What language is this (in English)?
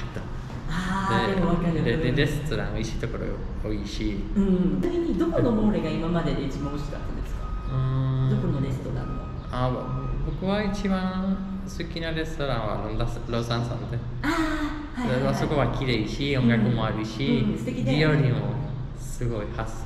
Japanese